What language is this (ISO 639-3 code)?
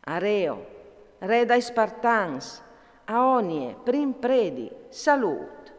fur